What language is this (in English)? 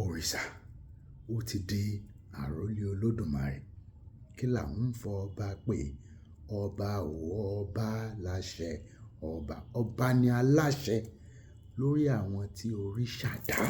Yoruba